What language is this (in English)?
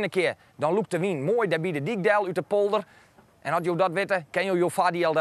Western Frisian